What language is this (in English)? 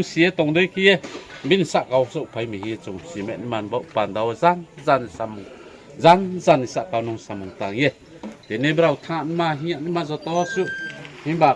Riang (India)